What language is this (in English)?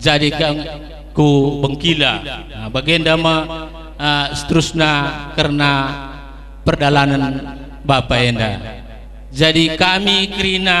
Batak Karo